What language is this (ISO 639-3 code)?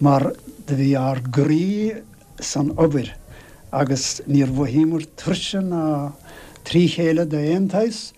gle